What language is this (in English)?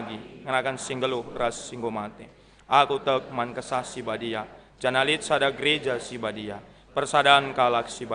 Batak Karo